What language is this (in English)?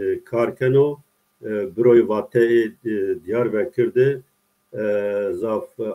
Zaza